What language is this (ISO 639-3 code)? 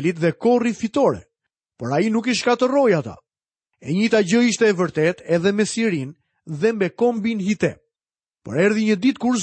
sqi